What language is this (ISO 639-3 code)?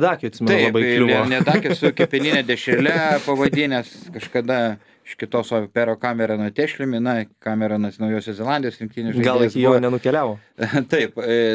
lit